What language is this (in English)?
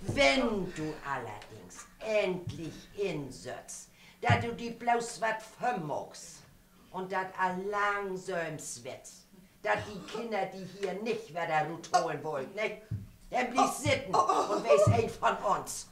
Low German